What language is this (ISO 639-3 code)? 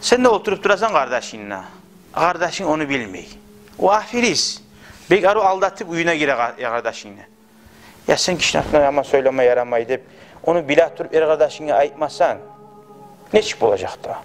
kum